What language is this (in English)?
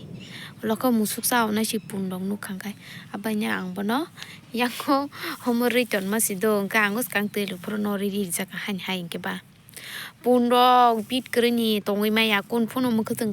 Kok Borok